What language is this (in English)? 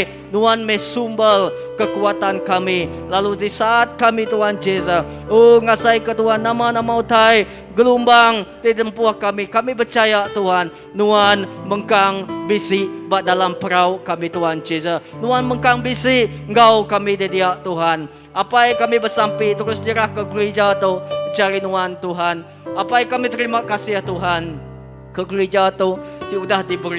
Iban